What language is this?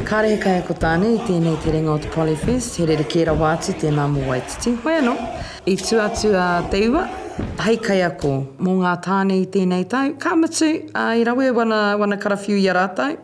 Māori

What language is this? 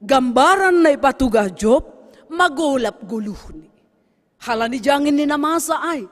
Batak Simalungun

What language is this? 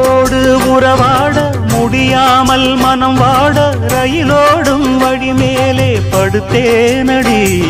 Tamil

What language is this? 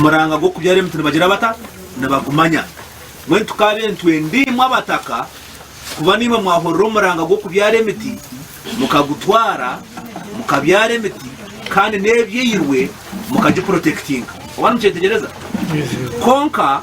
Nyankole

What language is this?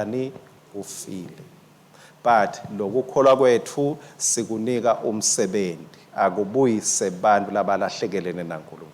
Swati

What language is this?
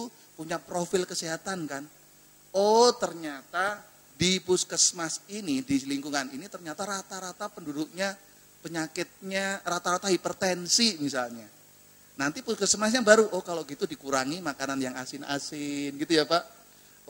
Indonesian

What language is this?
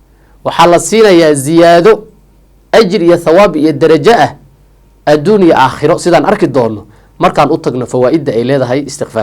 Somali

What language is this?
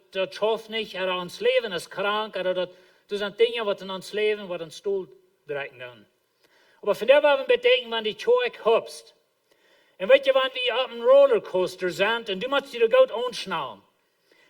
Plautdietsch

